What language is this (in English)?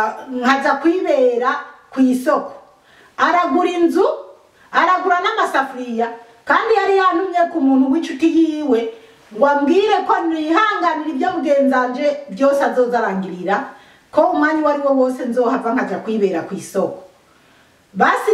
Rundi